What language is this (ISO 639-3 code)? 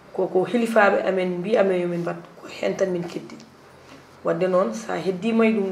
ful